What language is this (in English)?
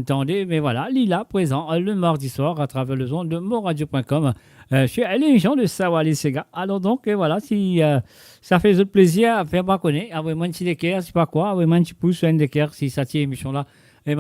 Morisyen